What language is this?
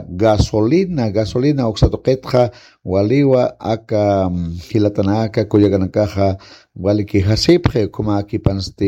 Aymara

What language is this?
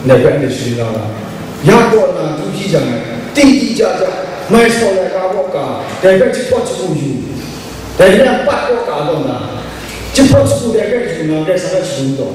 Kachin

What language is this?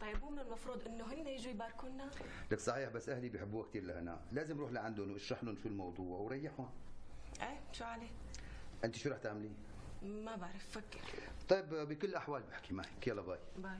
North Levantine Arabic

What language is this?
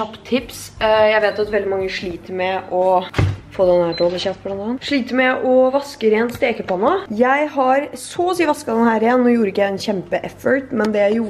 Norwegian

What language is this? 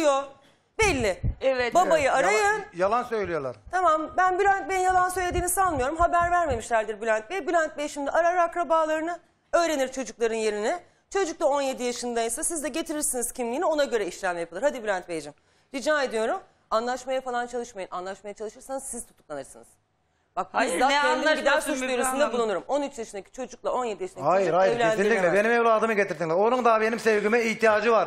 Turkish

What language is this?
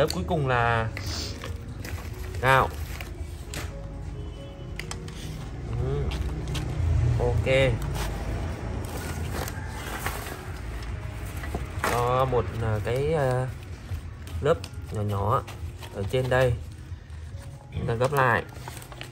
Vietnamese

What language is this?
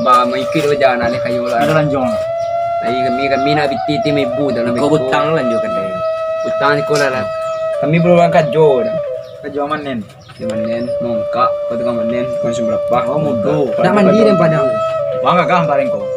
Minangkabau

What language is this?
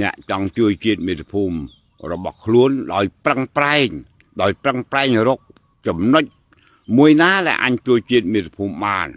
Khmer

